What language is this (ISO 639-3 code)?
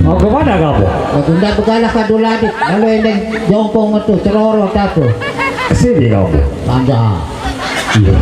sas